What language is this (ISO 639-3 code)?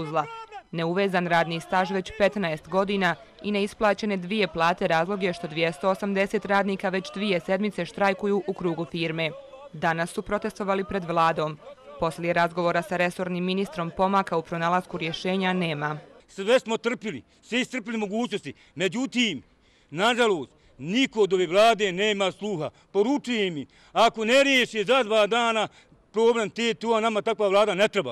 hrv